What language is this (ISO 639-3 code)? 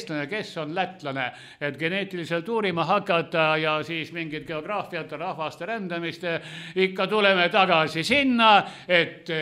est